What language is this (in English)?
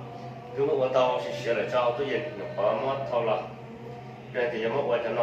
Hmong